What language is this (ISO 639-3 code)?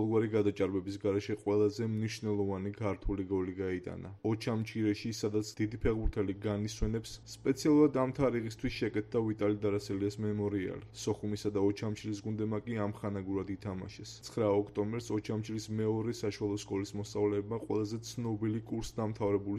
kat